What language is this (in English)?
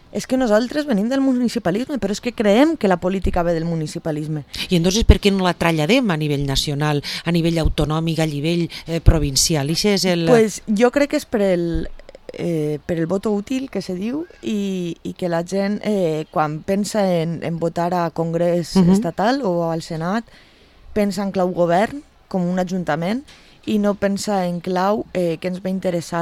Catalan